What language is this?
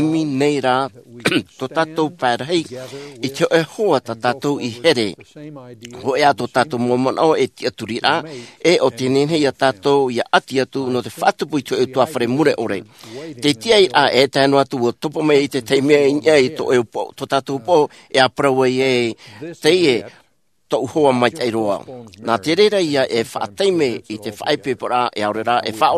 Tahitian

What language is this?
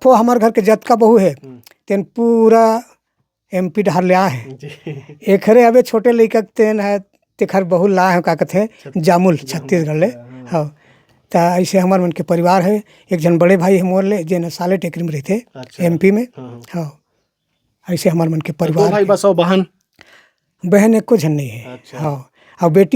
Chhattisgarhi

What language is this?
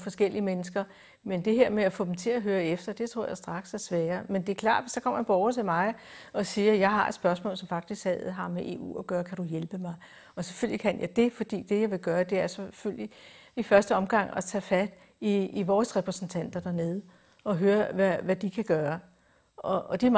Danish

